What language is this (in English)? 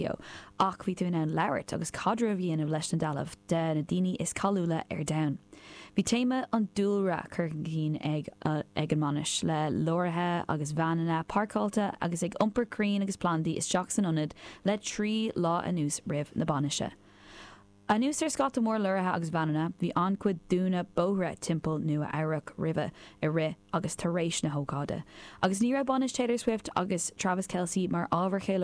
Irish